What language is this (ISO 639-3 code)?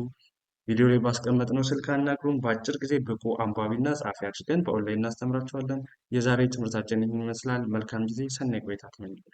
amh